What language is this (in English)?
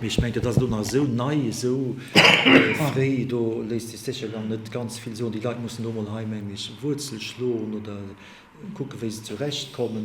Luxembourgish